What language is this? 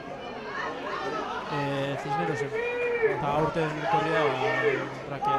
Basque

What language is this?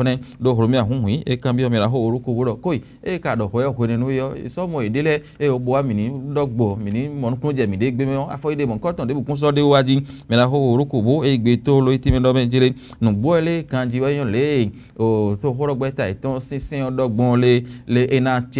Fon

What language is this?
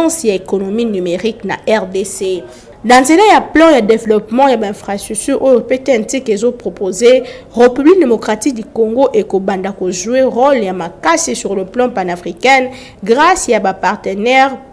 Lingala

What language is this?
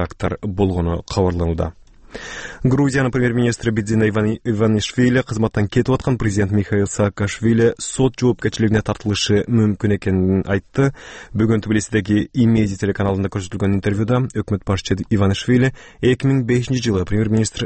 Kyrgyz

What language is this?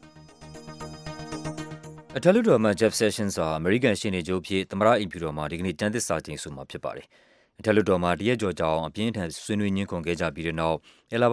Burmese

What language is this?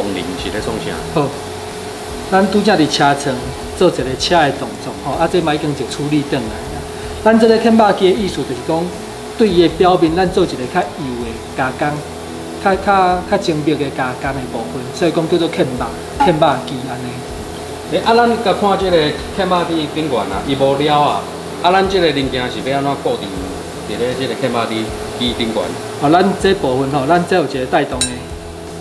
Min Nan Chinese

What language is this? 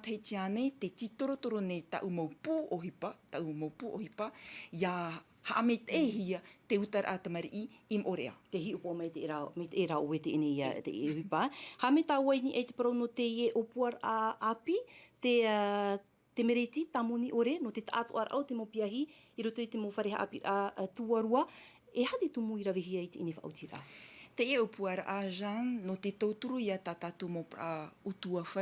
Tahitian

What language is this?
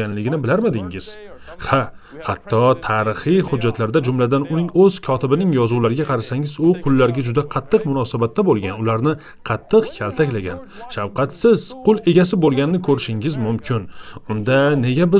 Uzbek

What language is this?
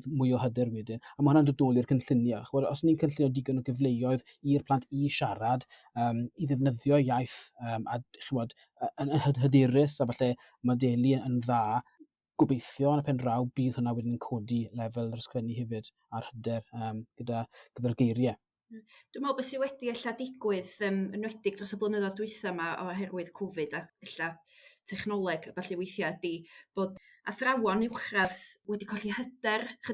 Welsh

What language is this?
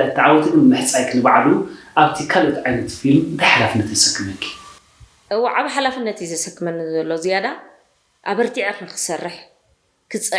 Tigrinya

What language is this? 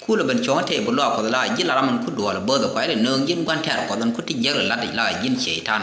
Nuer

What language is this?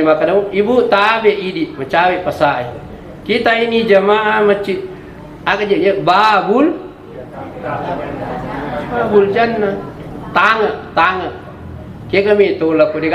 Buginese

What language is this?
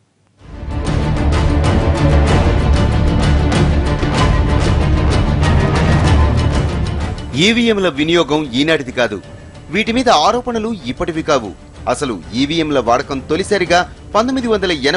Telugu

